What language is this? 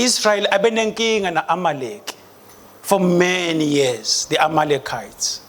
Swati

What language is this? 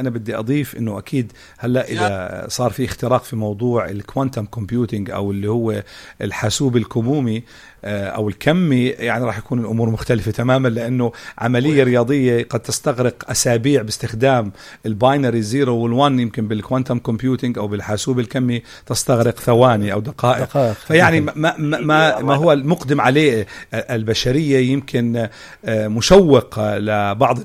North Levantine Arabic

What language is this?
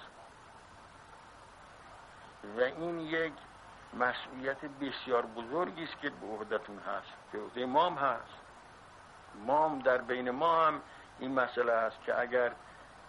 Persian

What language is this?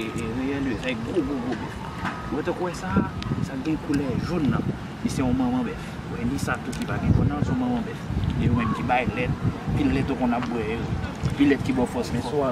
Haitian Creole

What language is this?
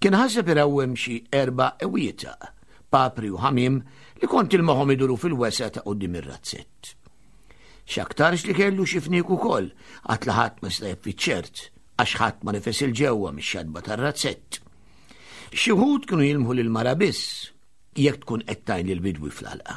Maltese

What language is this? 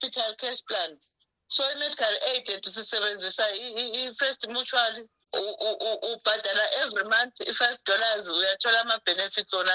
North Ndebele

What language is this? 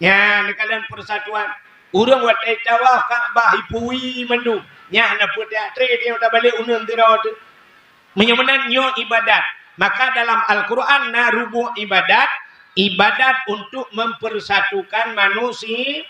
Achinese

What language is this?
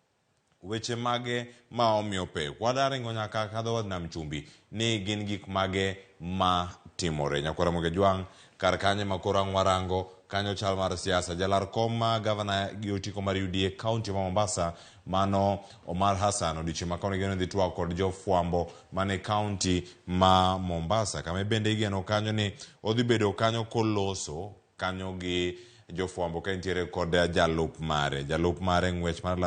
Luo (Kenya and Tanzania)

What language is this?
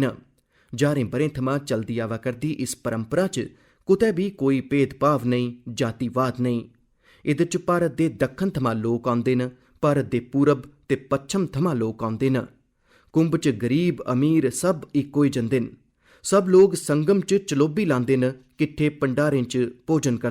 Dogri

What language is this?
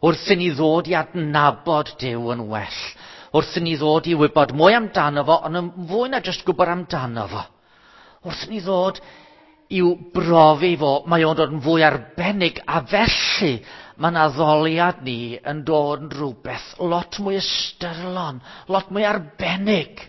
Welsh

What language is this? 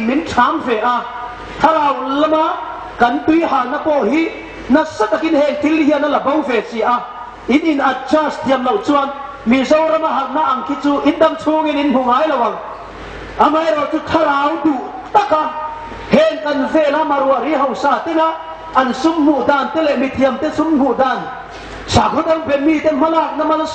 Hmar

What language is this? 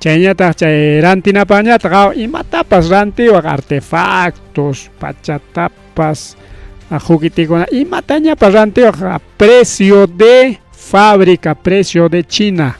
Ayacucho Quechua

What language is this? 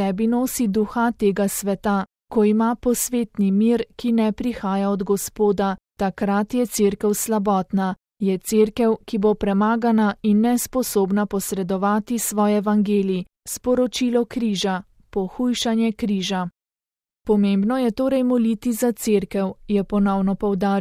Slovenian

